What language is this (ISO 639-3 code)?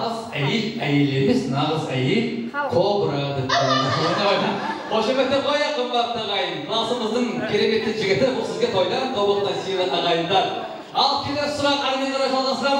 kaa